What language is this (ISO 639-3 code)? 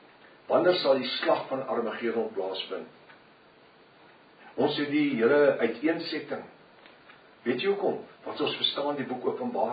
afr